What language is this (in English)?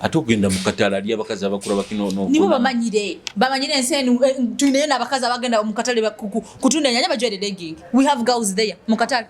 Nyoro